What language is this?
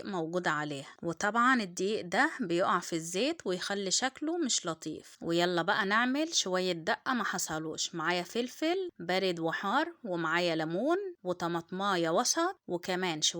Egyptian Arabic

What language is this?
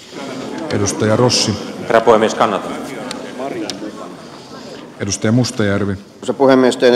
Finnish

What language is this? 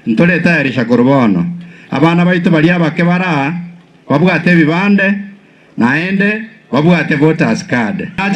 Gusii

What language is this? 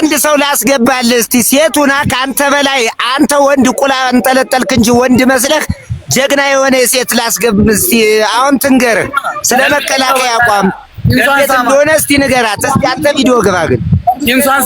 Amharic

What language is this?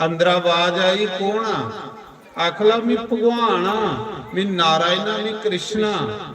Dogri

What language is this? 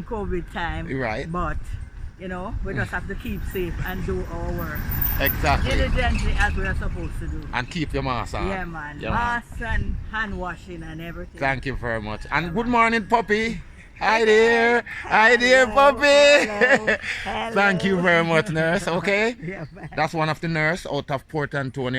Jamaican Creole English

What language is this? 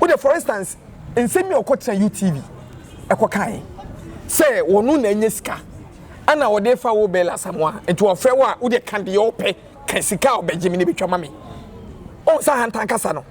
Akan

